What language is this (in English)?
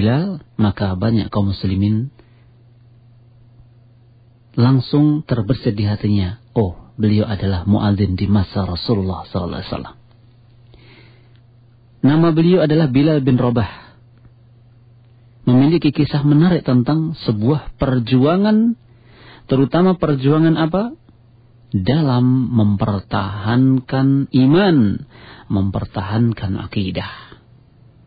Indonesian